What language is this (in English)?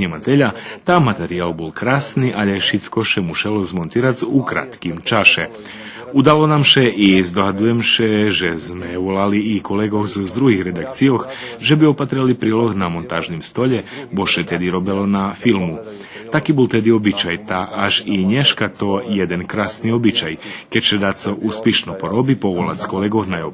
Rusyn